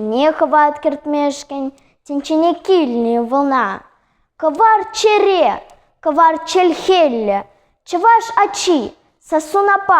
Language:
Chuvash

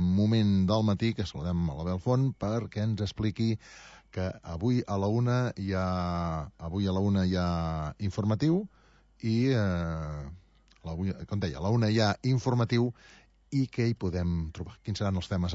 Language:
Catalan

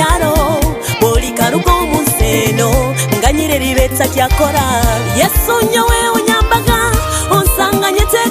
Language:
Nyoro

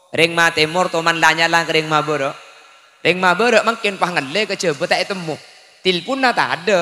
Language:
Madurese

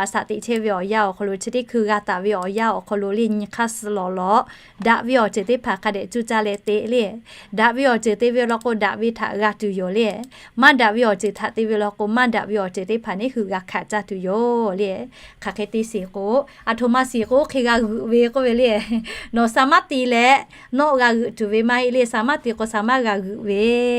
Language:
Lahu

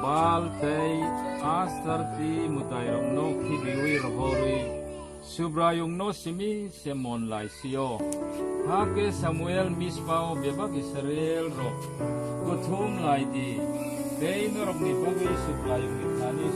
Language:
Kok Borok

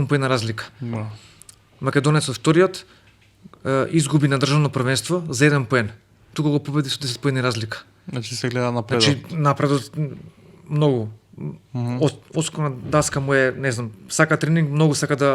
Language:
Macedonian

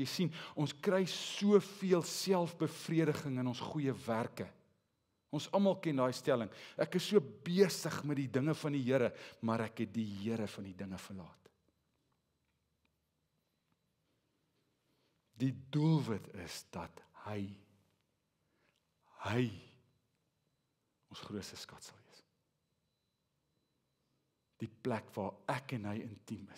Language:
Afrikaans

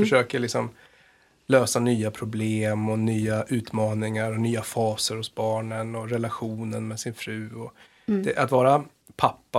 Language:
Swedish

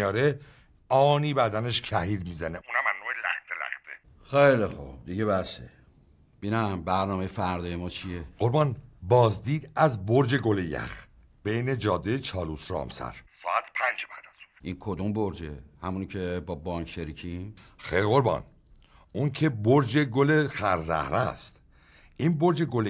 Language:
Persian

